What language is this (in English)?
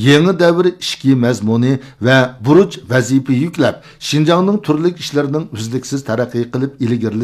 Uyghur